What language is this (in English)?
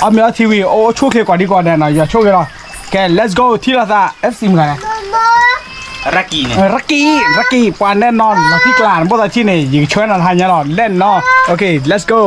S'gaw Karen